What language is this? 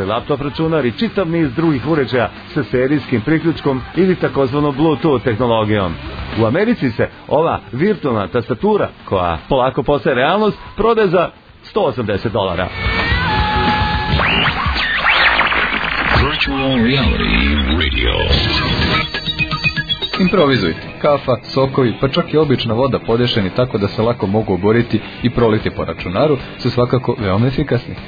Serbian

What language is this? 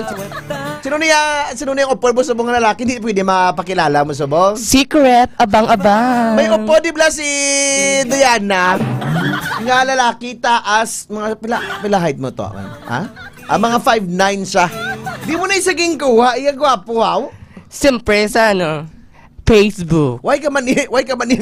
Hiligaynon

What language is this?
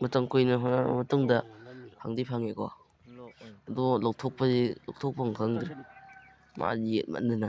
Manipuri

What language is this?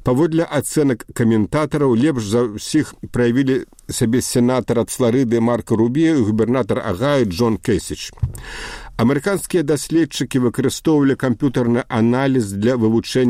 Belarusian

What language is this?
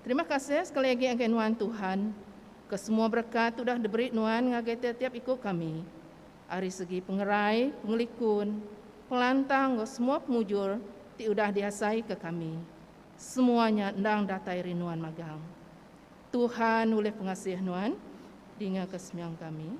Iban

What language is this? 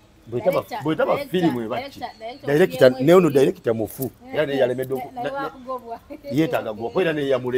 Ganda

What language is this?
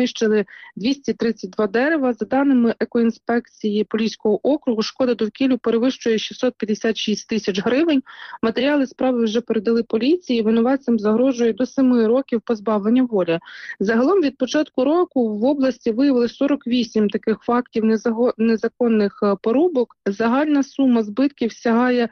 Ukrainian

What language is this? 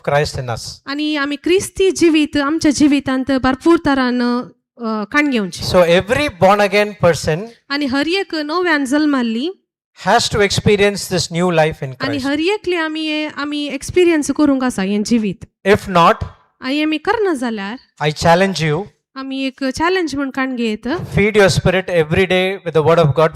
Konkani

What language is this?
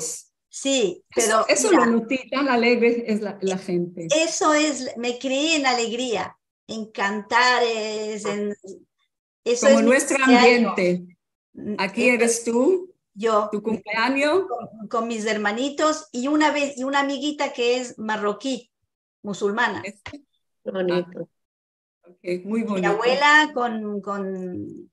Ladino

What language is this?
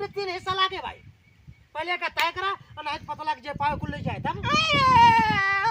Awadhi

